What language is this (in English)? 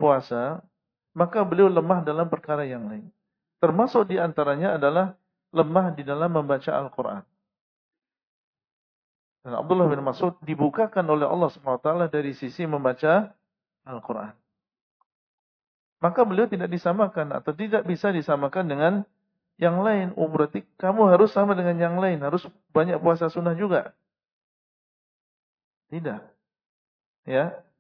Indonesian